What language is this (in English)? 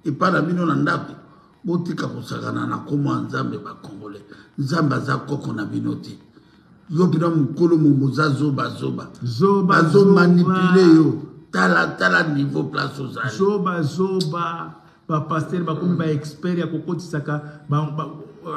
Lingala